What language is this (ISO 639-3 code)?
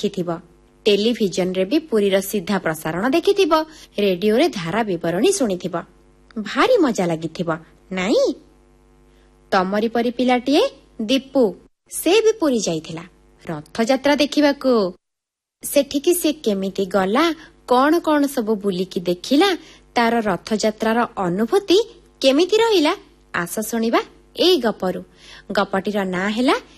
ori